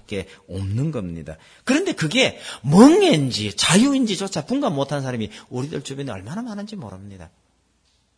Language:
Korean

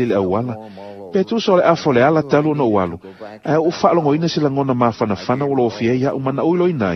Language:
Samoan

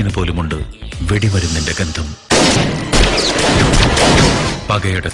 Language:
Malayalam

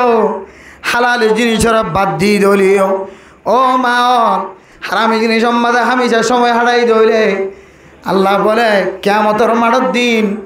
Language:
Rohingya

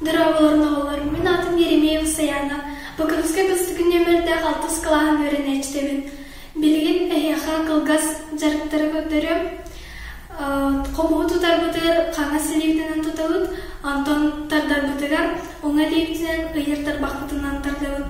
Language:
Yakut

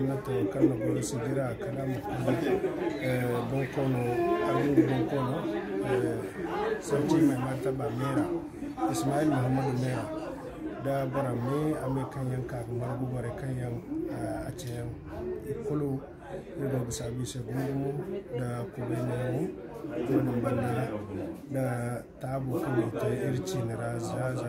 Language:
Zarma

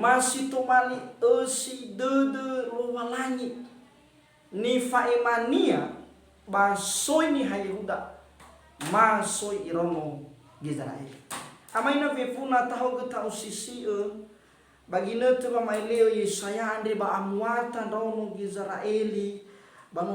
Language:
Nias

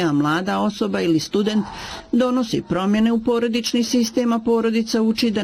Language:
Bosnian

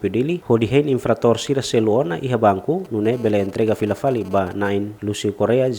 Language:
Tetum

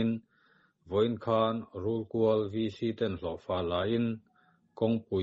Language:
Mizo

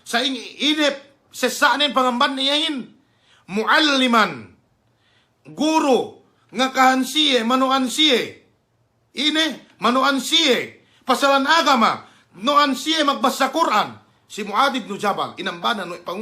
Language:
Yakan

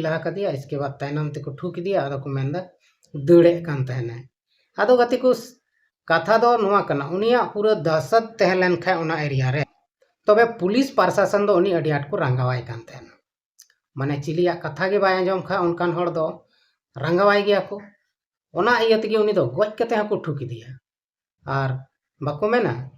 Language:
Santali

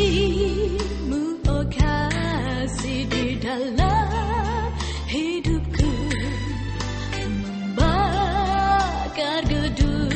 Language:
Malay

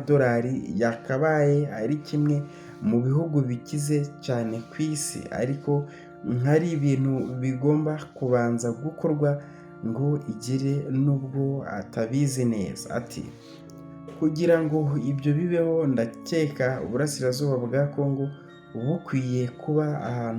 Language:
Kinyarwanda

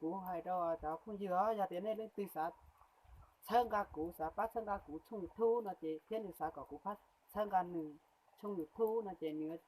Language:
Hmong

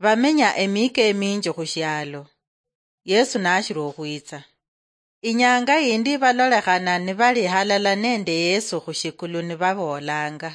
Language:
Luyia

